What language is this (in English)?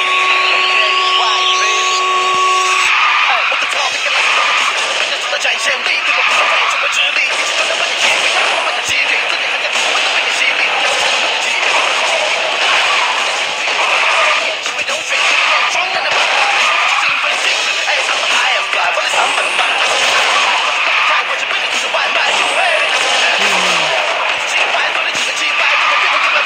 Chinese